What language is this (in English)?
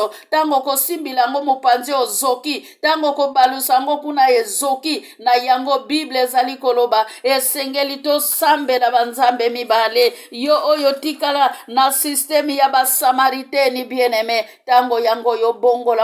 Lingala